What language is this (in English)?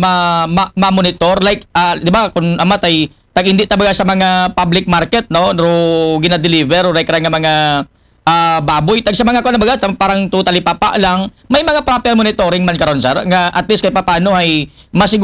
Aklanon